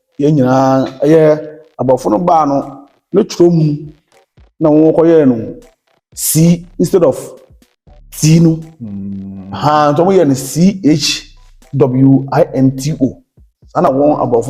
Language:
Akan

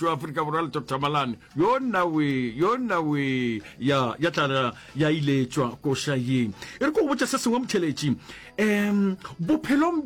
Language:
Northern Sotho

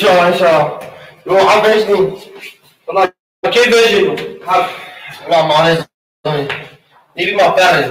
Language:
Zaza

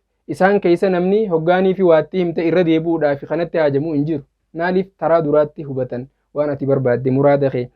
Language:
Oromo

